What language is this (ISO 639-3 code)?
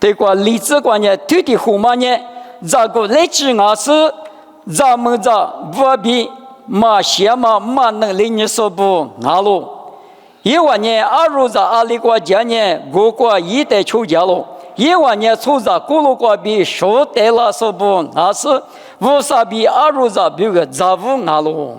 lis